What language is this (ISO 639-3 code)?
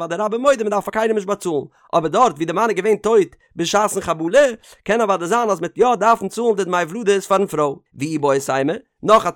yid